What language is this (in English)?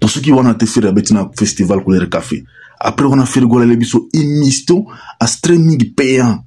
Lingala